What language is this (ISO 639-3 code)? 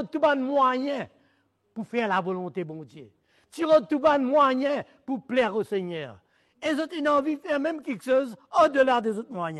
mfe